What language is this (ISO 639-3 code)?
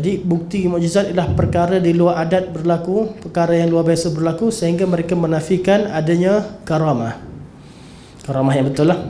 msa